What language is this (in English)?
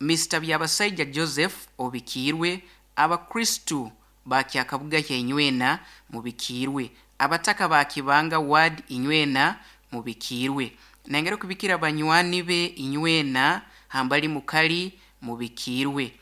Nyankole